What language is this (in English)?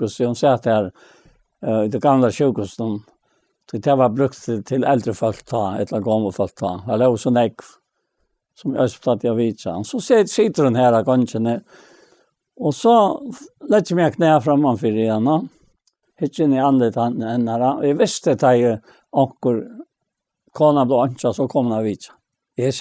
Faroese